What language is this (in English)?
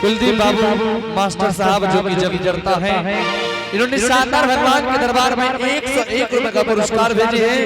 Angika